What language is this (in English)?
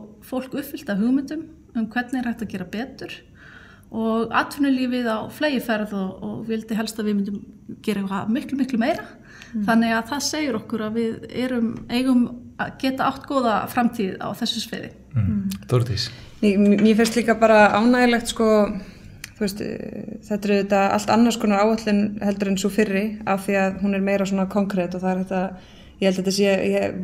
Icelandic